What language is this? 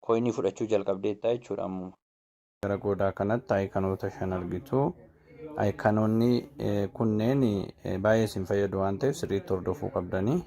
Oromo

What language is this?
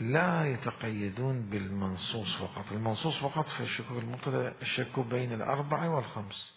Mesopotamian Arabic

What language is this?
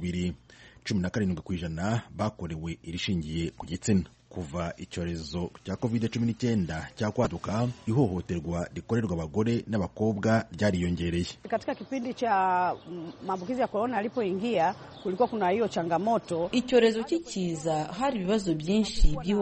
Kinyarwanda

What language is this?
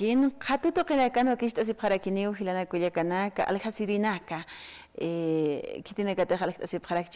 Aymara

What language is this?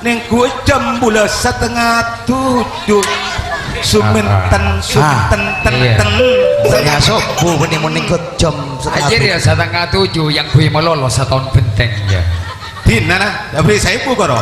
Madurese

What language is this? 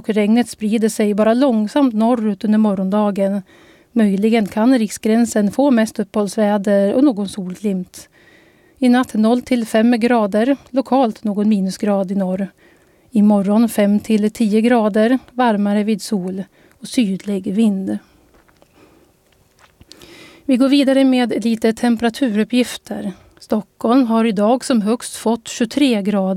Swedish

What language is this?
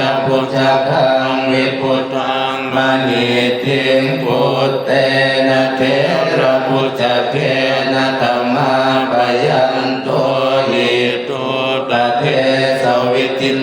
Pali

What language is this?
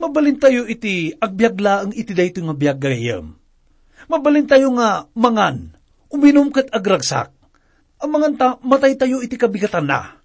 Iloko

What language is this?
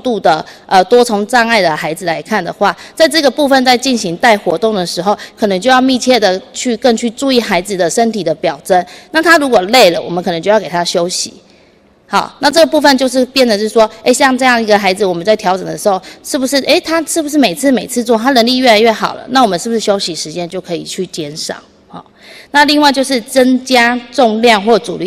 Chinese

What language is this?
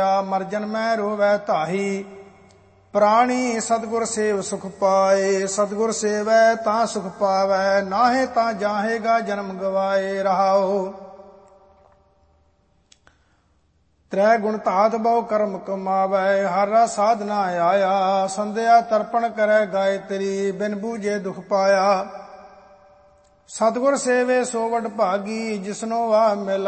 Punjabi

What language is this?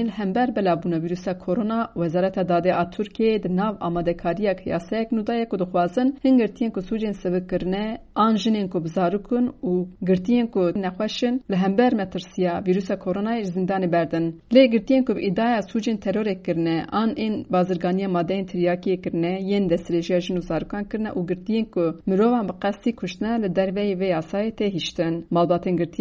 Kurdish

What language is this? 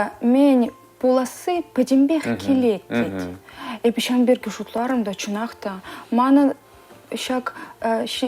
Chuvash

